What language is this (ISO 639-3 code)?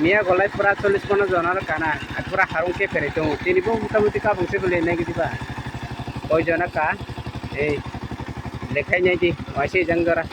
trp